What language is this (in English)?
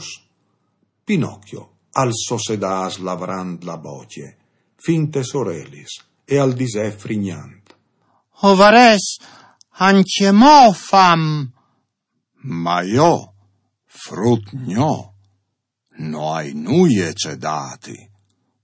Friulian